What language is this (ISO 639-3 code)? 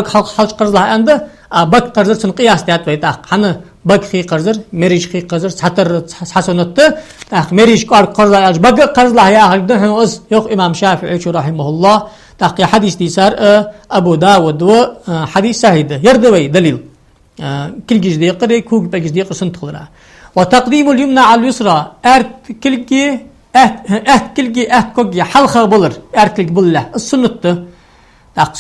inh